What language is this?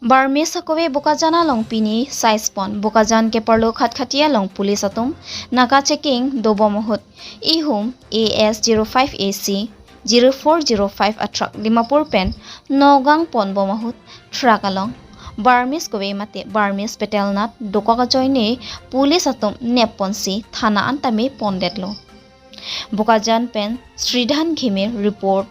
Karbi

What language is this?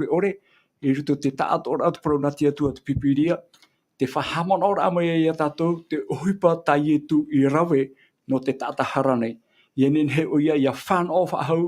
Tahitian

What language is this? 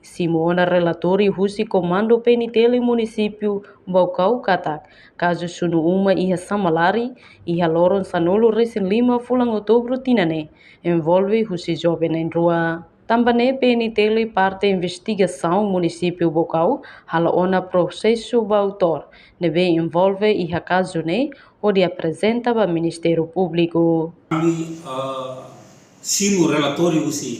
Tetum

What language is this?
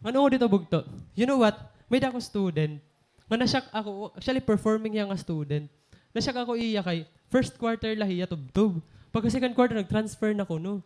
Waray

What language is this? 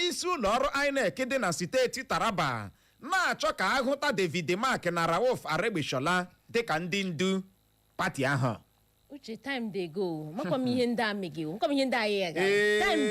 Igbo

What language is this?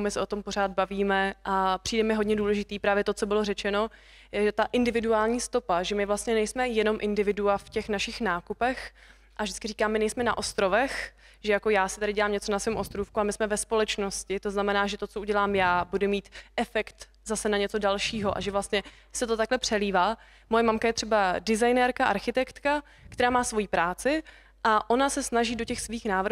Czech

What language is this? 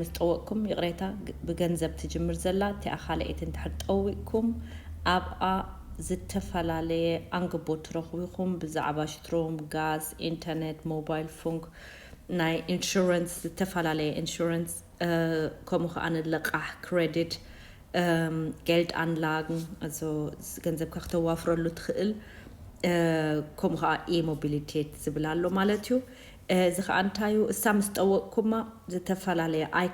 Tigrinya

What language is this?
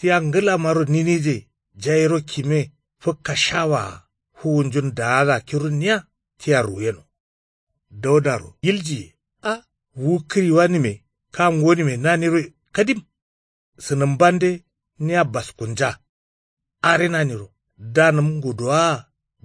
Kanuri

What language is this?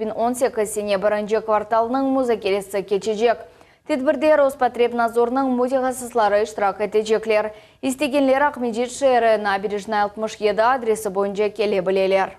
Crimean Tatar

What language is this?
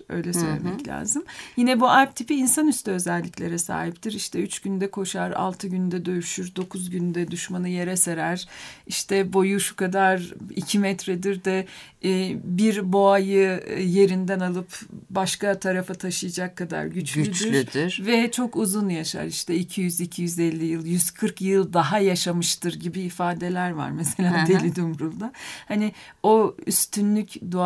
Turkish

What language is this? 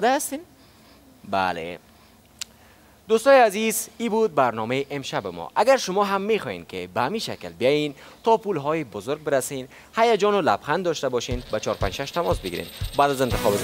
Persian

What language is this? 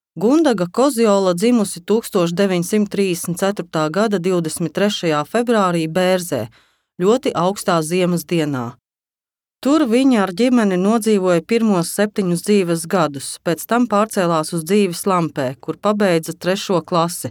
Latvian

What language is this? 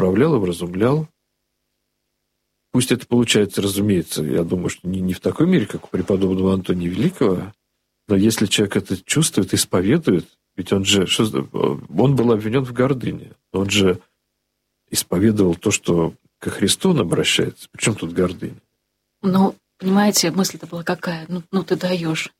Russian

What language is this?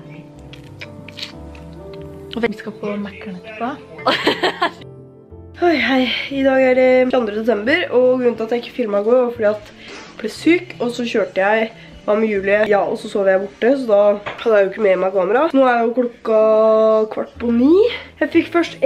Norwegian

